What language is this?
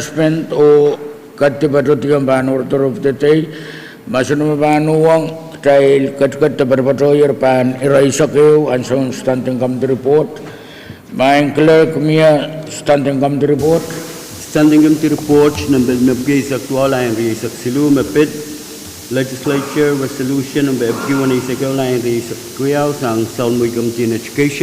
Pohnpeian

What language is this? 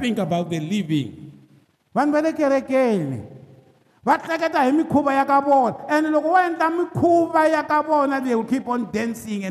Tsonga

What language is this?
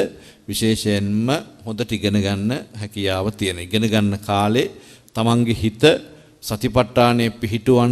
Sinhala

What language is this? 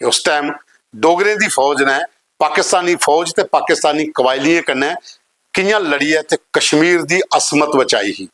Dogri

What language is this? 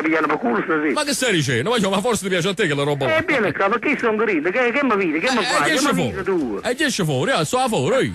Neapolitan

